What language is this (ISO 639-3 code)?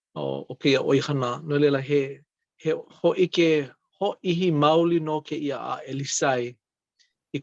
haw